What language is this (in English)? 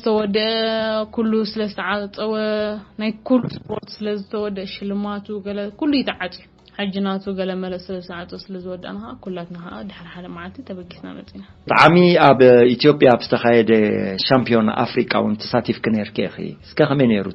Tigrinya